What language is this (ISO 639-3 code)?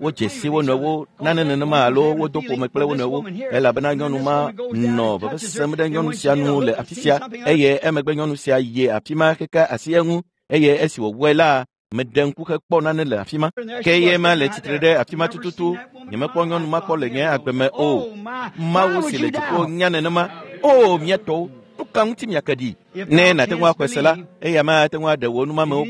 ewe